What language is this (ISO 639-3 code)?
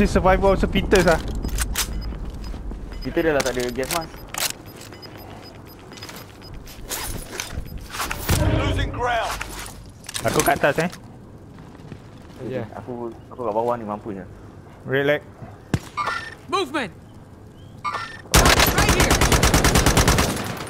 msa